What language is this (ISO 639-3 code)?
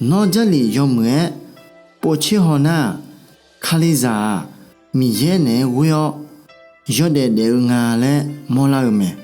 ahk